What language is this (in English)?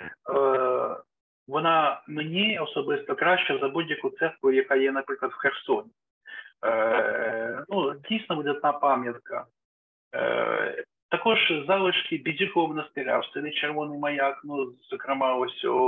Ukrainian